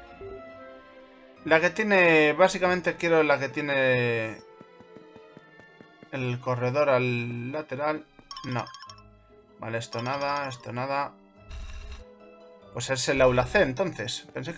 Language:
Spanish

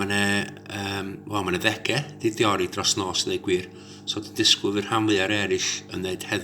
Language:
Welsh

